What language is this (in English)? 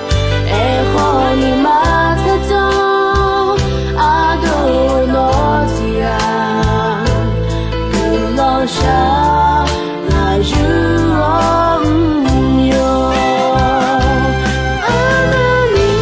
Akha